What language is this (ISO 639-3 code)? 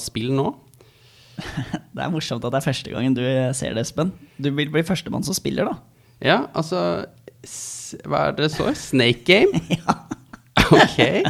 nor